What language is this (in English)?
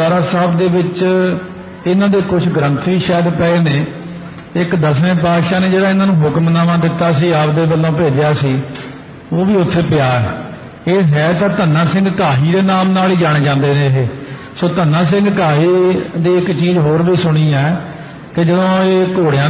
Punjabi